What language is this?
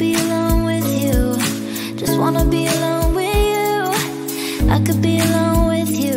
English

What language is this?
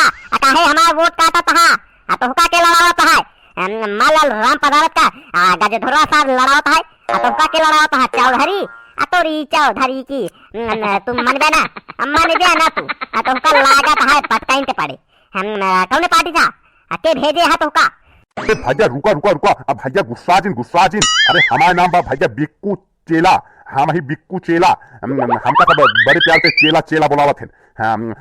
Awadhi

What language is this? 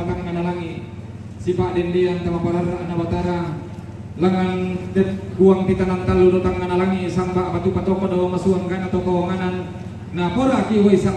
Toraja-Sa'dan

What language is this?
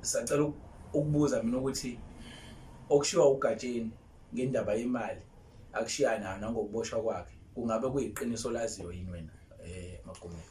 Zulu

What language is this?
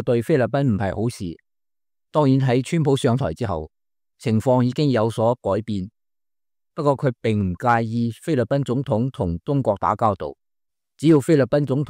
Cantonese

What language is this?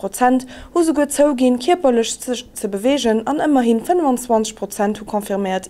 Luxembourgish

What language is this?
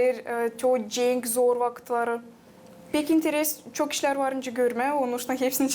Gagauz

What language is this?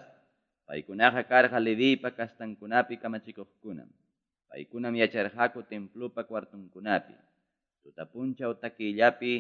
Ayacucho Quechua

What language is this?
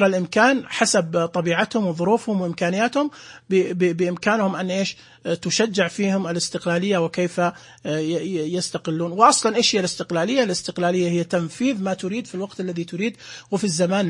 Najdi Arabic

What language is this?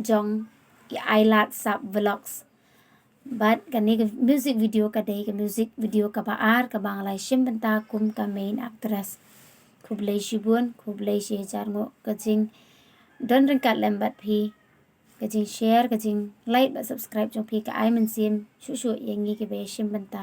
Khasi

